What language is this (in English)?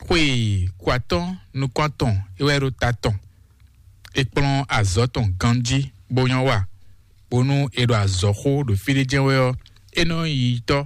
Fon